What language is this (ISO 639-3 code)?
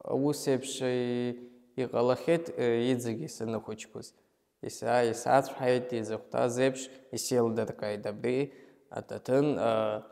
abk